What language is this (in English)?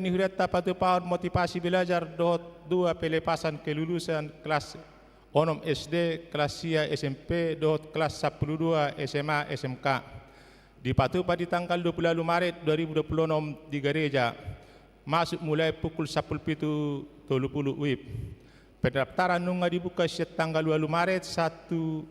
Batak Toba